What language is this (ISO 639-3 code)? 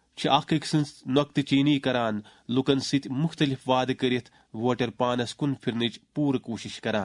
kas